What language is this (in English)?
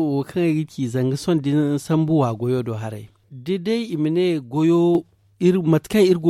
Zarma